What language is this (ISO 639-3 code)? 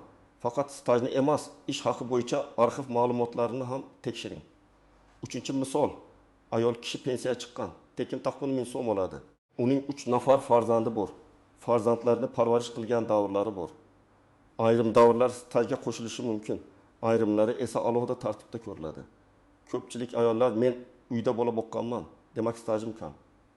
uzb